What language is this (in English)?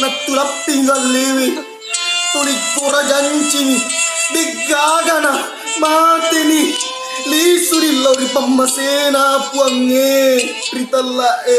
Buginese